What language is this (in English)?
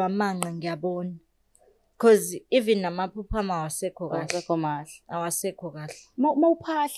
Zulu